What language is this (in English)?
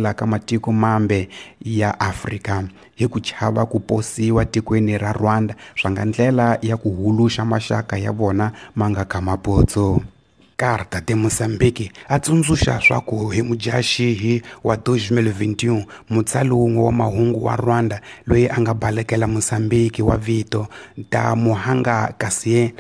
Tsonga